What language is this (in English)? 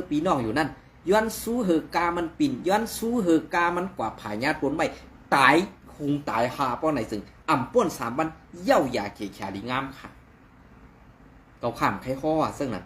Shan